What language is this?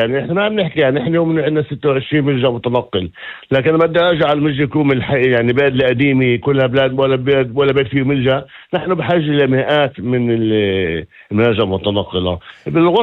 North Levantine Arabic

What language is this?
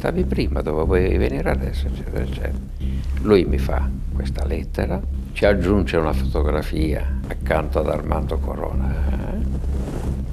Italian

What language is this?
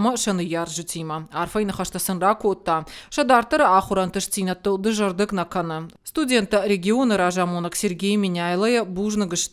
Ossetic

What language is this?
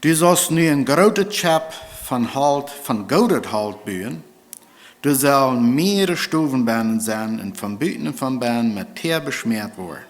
Plautdietsch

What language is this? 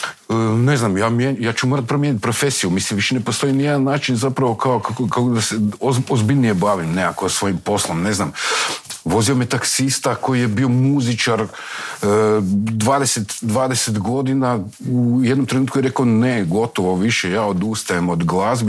Croatian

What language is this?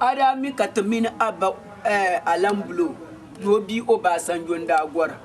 Dagbani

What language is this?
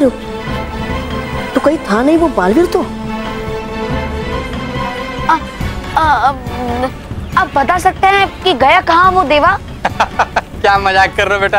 Hindi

